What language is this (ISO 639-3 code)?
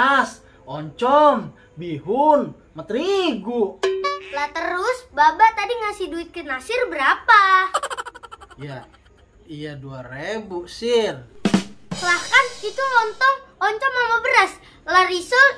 bew